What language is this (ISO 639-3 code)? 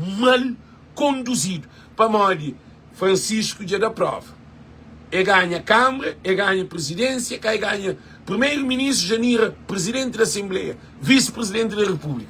kea